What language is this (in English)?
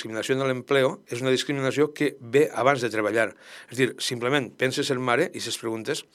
Catalan